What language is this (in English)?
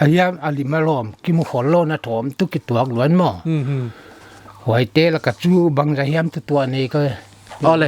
Paite Chin